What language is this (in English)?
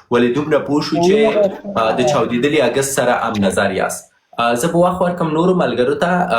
Pashto